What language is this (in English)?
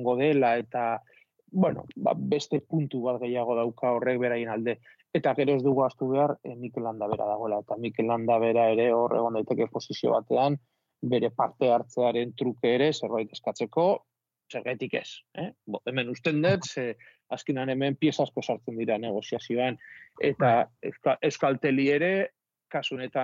Basque